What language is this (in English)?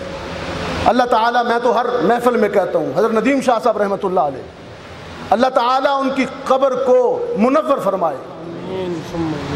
Urdu